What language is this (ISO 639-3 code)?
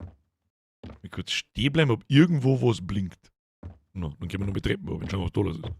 bar